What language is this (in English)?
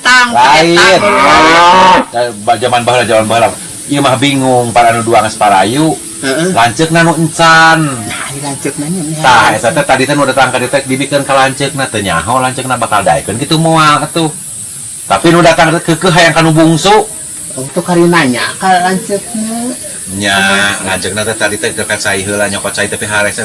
Sundanese